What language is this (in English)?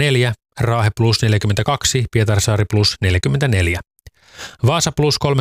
Finnish